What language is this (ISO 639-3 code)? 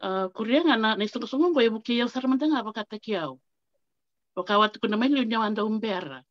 fij